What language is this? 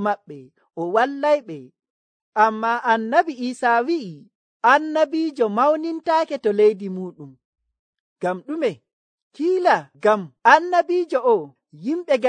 Nigerian Fulfulde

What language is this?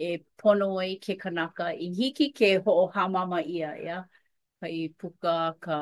Hawaiian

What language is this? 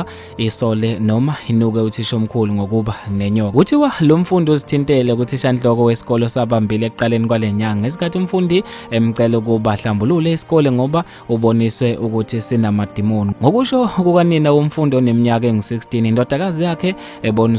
Zulu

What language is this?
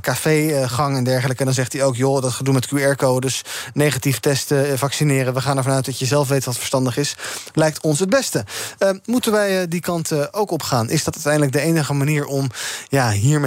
Dutch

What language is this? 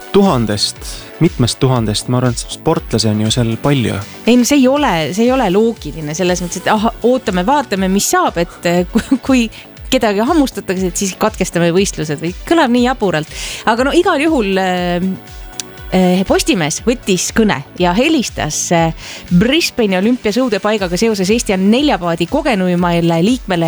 Estonian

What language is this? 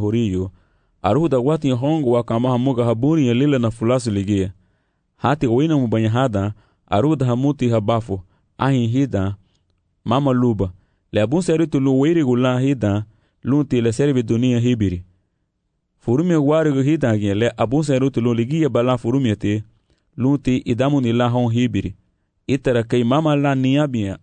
Garifuna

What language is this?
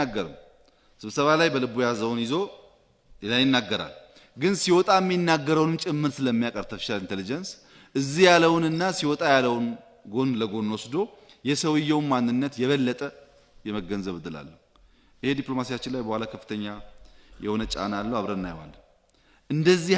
Amharic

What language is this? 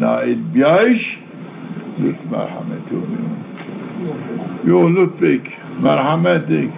Zaza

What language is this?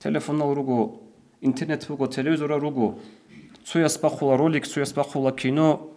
Avaric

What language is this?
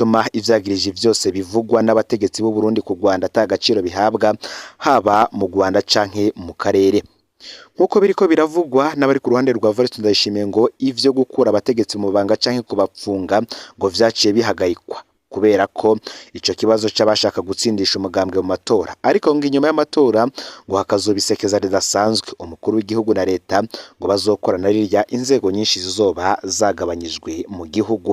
Rundi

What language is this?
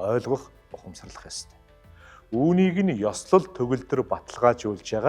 Mongolian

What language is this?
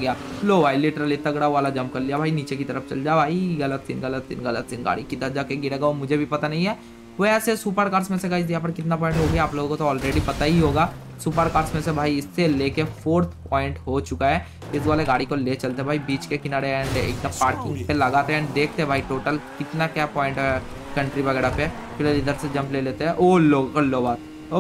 Hindi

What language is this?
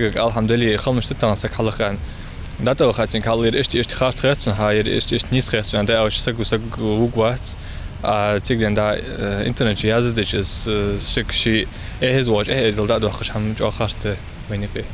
Ingush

